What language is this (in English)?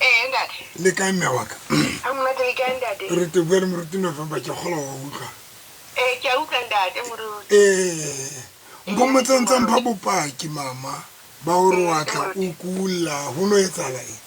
Southern Sotho